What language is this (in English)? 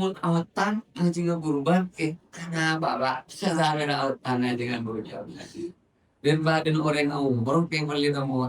Madurese